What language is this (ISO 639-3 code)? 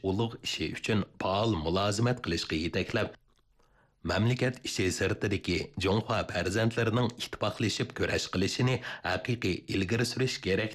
uig